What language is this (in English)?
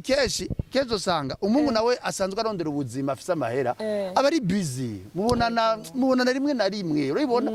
Rundi